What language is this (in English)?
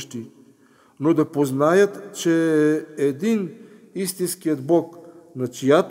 Bulgarian